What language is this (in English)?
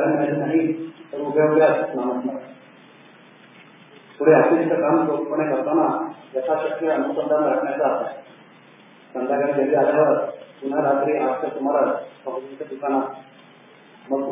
Marathi